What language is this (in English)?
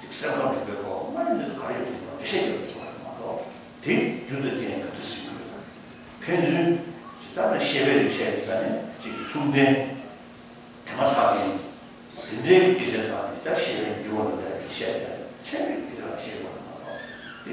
Tibetan